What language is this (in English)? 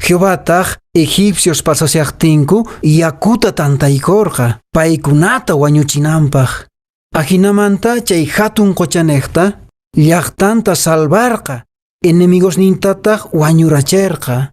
Quechua